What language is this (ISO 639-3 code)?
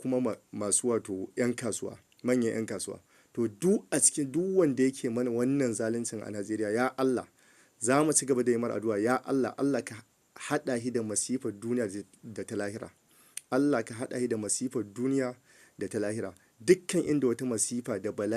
hau